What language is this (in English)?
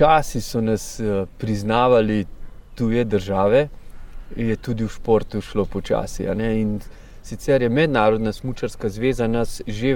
Slovenian